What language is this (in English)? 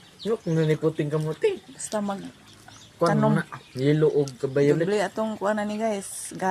Cebuano